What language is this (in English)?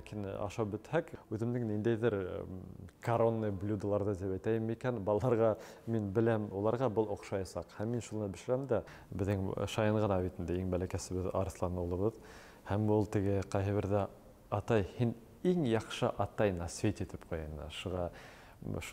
Bashkir